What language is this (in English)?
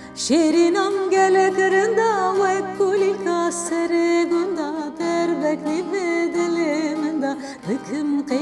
Kurdish